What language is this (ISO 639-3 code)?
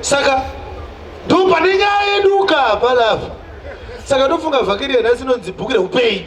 sna